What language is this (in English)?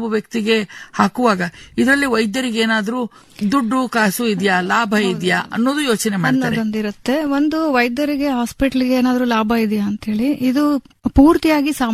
Kannada